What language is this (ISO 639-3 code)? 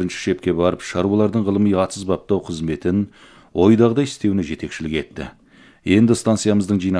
kaz